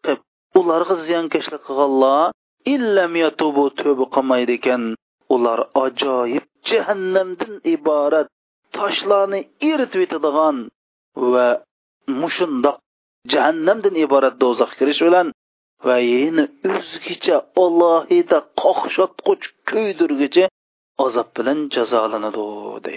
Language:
Uyghur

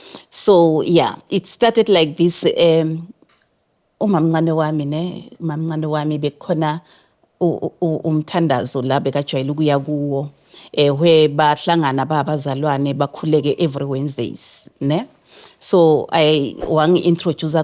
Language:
Zulu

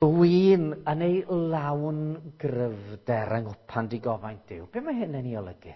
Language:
Welsh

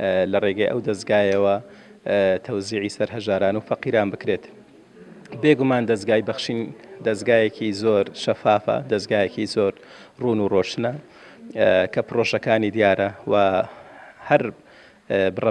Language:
Central Kurdish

